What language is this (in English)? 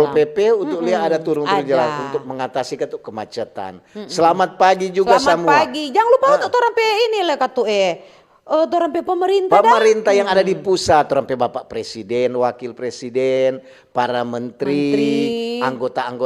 Manado Malay